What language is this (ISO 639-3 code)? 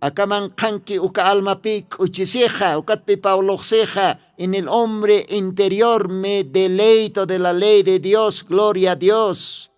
aym